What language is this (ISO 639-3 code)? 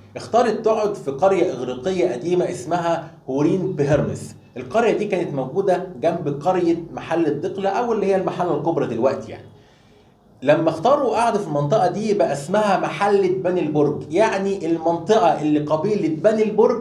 arz